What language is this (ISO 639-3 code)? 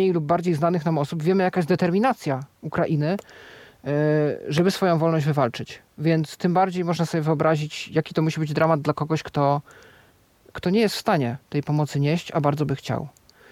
pol